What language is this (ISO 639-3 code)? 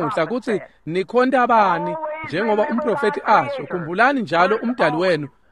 ssw